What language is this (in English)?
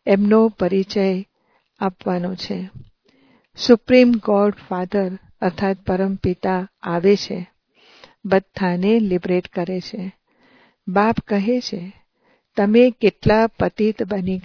Gujarati